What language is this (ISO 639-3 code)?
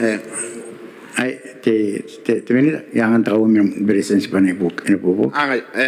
gil